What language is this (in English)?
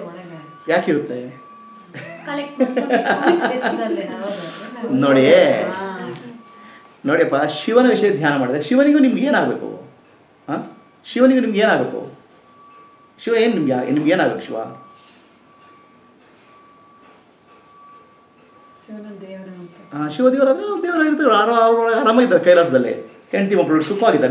Kannada